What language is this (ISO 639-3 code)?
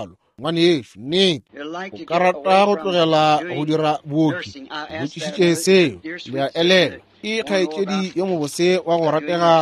nso